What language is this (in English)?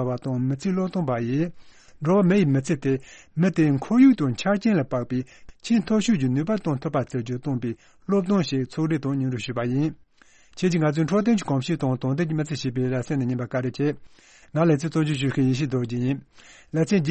Tibetan